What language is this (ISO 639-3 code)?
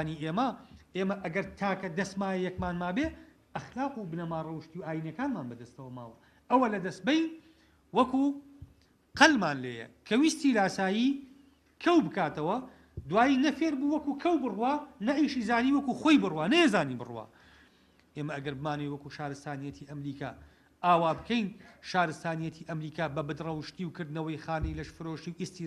ckb